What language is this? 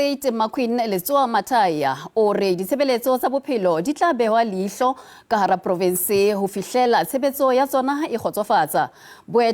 Southern Sotho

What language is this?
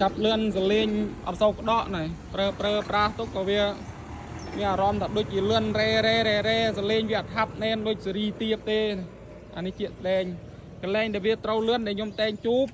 Khmer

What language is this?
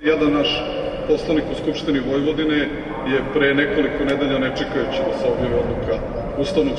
Serbian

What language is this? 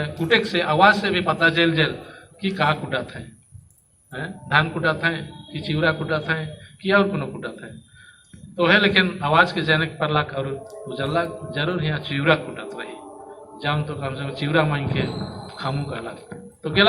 Sadri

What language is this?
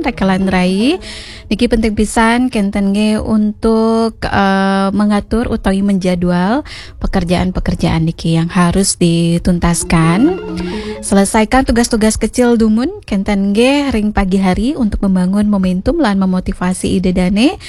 Balinese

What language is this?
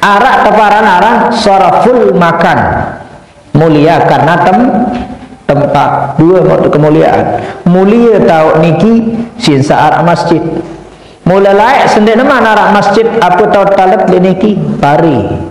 Sasak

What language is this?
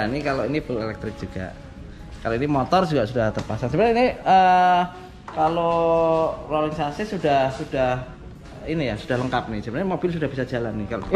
Indonesian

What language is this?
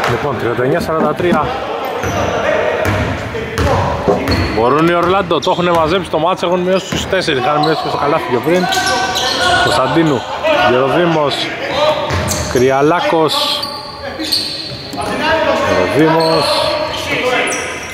Greek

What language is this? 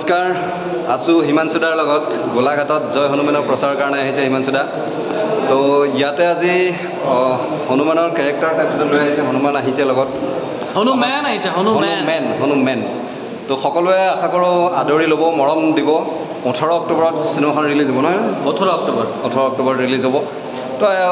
Assamese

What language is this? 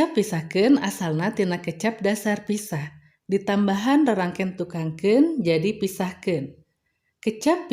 Sundanese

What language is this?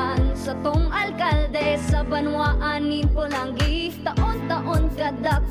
Bikol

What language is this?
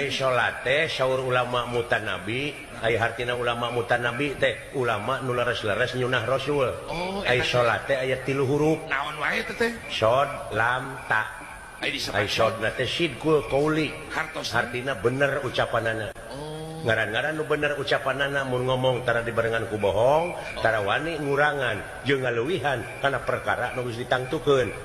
Sundanese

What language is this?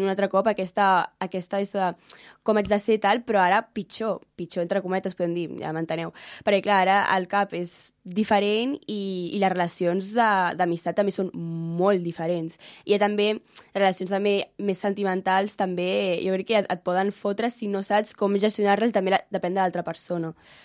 Catalan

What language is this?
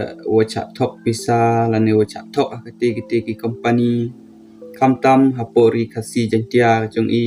Pnar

